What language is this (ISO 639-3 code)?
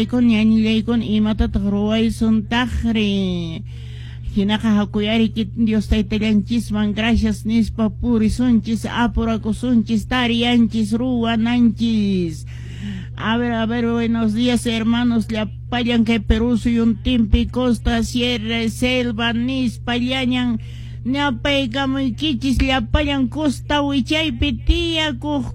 que